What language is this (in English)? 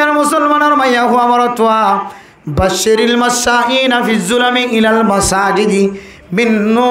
Rohingya